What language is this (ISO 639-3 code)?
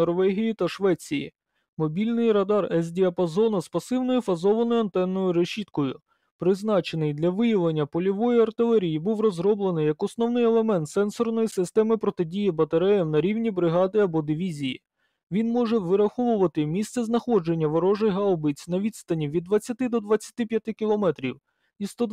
ukr